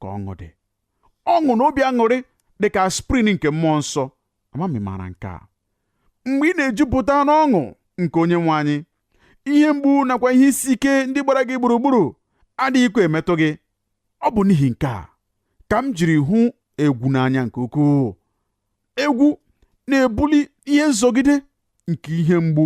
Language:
Igbo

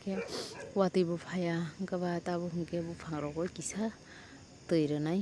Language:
Kok Borok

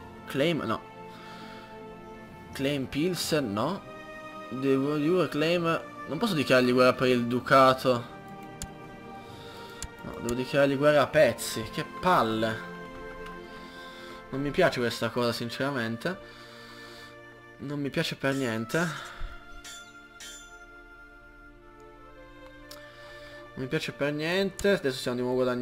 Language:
Italian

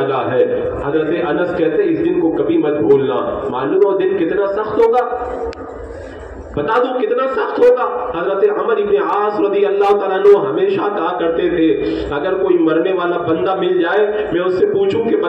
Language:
Urdu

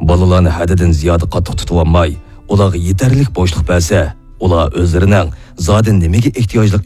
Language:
Uyghur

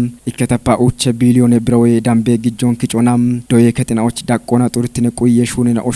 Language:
Kafa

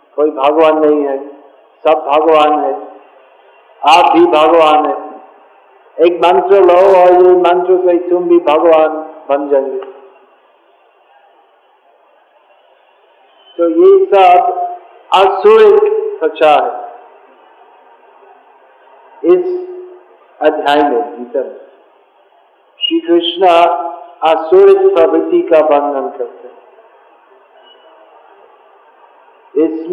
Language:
Hindi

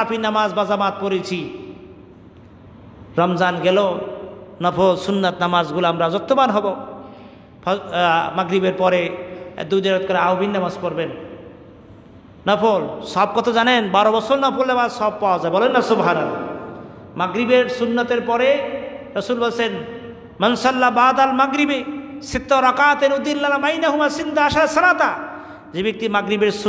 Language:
Bangla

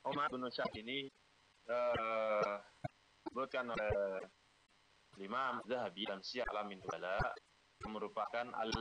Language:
Indonesian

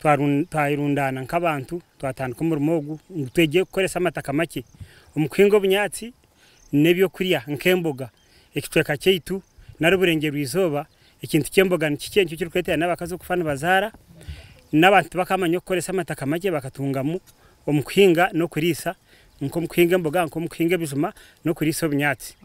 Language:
Nyankole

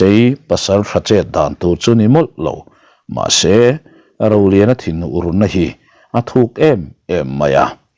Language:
Mizo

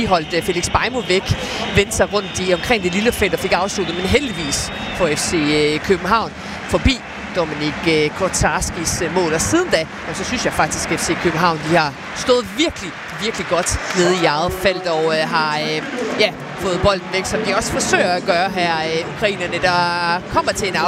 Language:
Danish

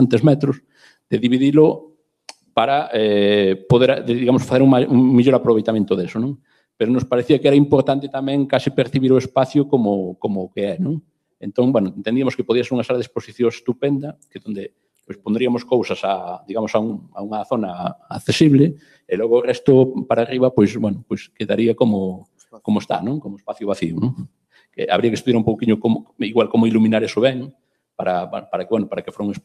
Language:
Galician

